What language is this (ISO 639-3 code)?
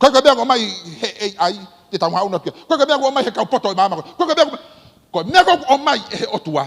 ton